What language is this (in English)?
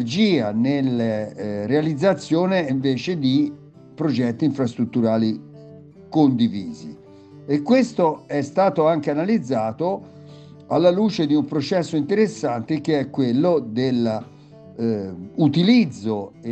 Italian